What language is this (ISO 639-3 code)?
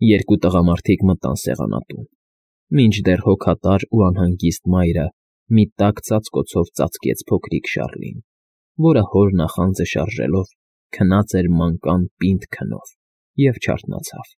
hye